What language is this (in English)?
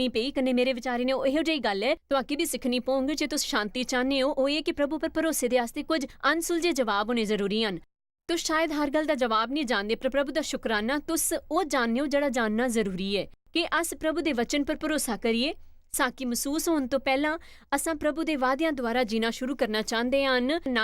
Dogri